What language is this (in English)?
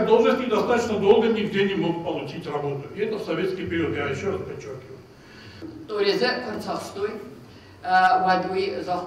Ossetic